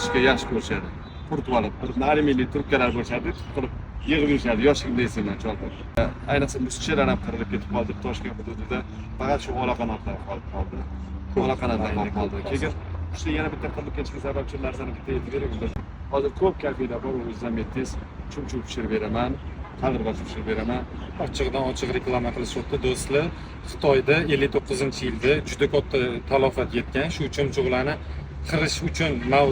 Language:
Uzbek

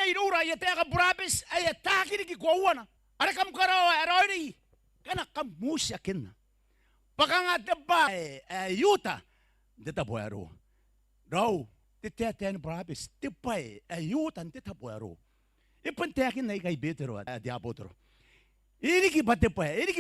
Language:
Gilbertese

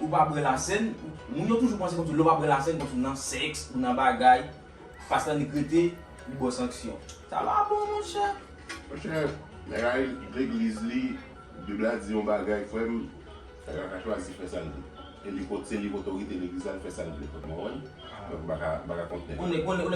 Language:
Haitian Creole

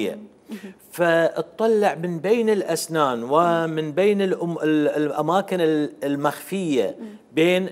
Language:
Mesopotamian Arabic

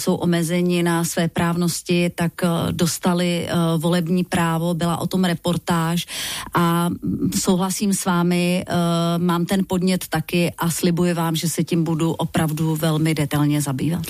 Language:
Czech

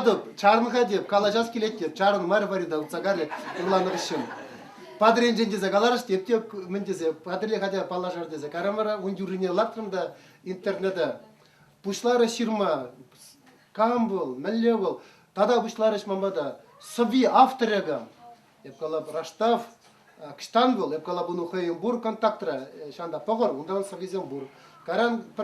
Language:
Chuvash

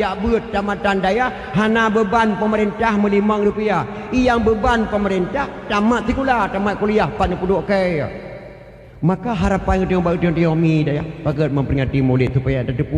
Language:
Achinese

